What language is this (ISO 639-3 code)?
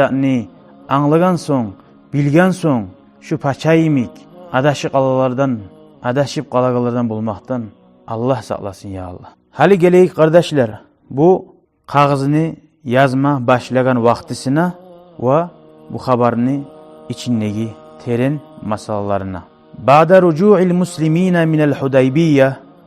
kum